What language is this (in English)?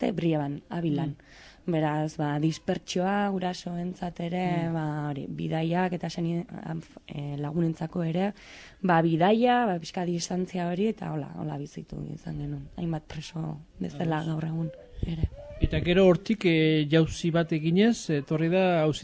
Basque